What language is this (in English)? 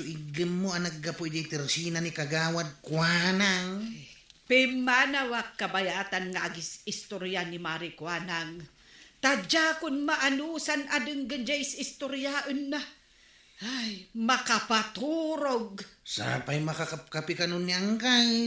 Iloko